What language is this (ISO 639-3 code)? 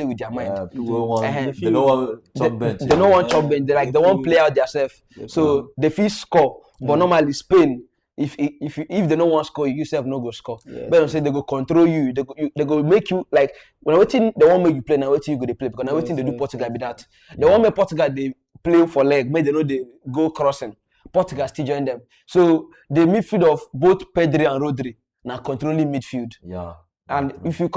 pcm